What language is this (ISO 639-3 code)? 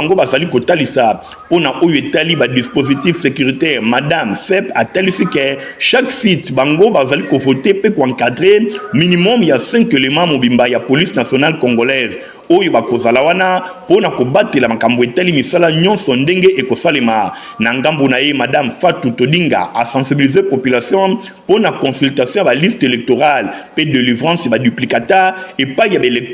lin